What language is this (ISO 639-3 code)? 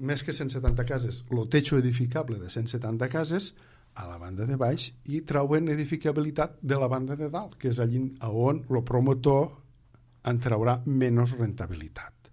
cat